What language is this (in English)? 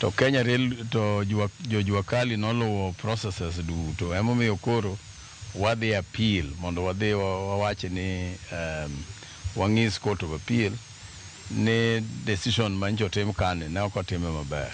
Luo (Kenya and Tanzania)